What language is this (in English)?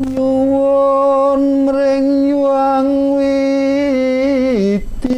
Javanese